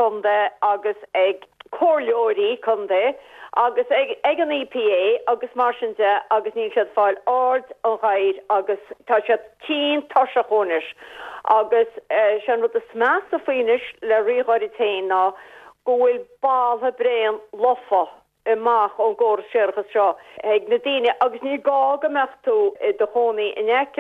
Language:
Irish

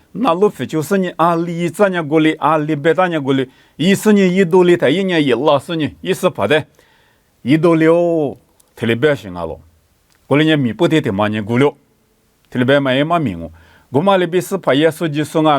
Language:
Lisu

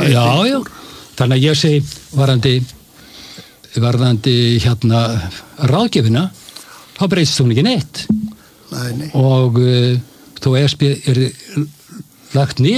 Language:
Icelandic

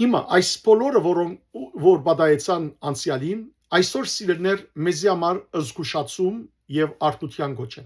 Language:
Western Armenian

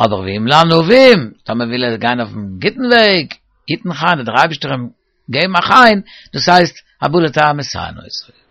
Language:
Yiddish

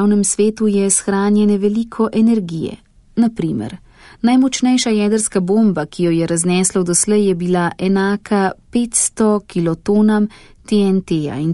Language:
Slovenian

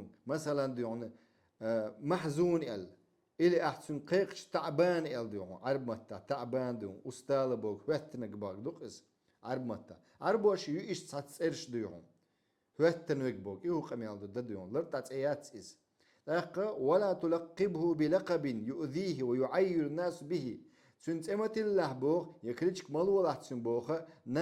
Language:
Chechen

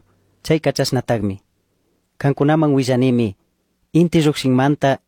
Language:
Chimborazo Highland Quichua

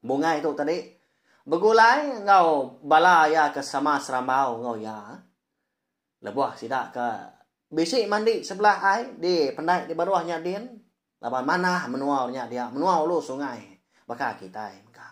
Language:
Iban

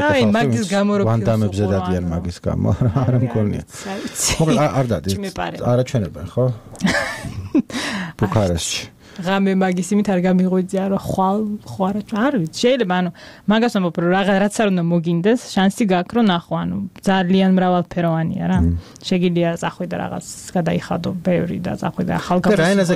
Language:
Georgian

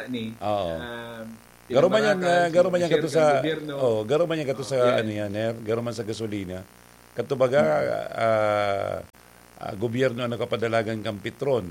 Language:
Bikol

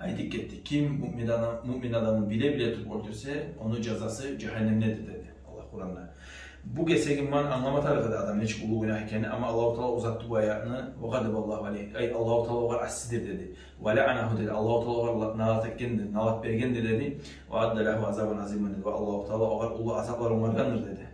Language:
Kumyk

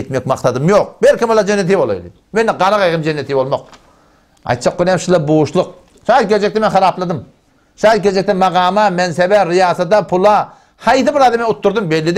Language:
Turkmen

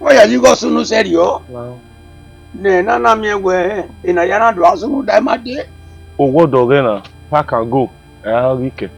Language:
Bini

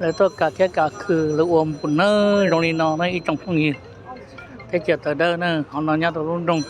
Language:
Hmong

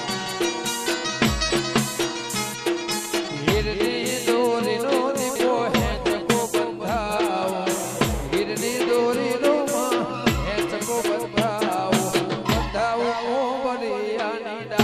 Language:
Gujarati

